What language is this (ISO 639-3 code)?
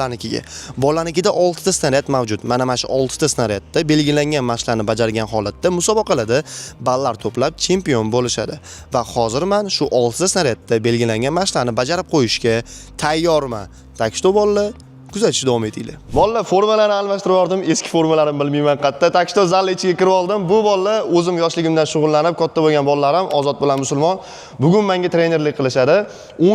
uzb